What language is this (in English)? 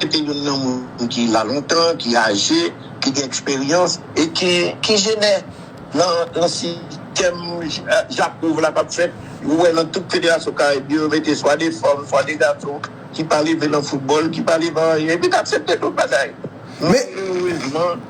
Haitian Creole